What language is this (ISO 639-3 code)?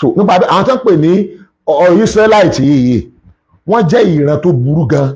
yor